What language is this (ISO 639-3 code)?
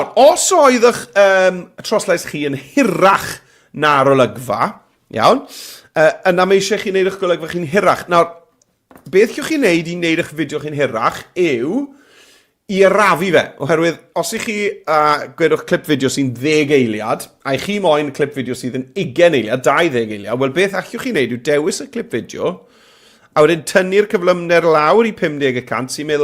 cym